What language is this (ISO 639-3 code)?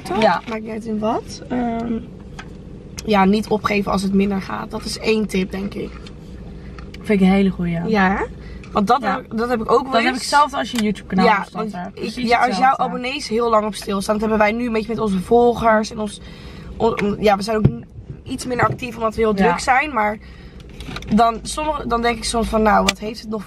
nld